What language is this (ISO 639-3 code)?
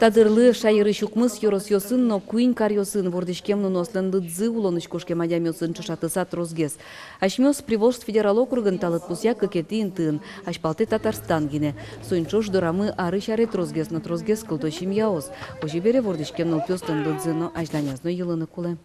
udm